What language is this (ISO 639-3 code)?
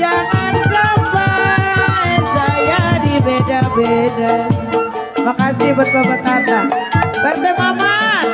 bew